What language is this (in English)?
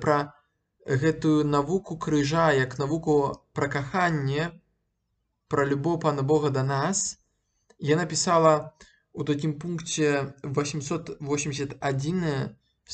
Belarusian